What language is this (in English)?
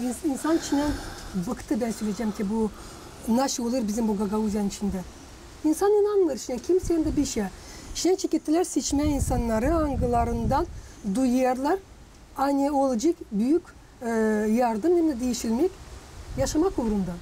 Gagauz